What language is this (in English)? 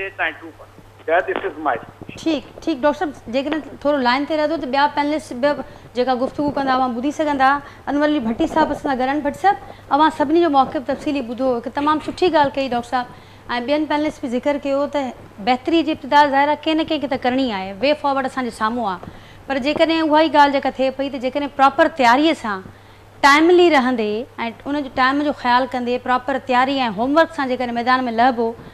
Sindhi